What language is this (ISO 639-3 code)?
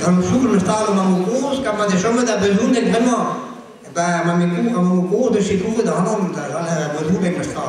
bre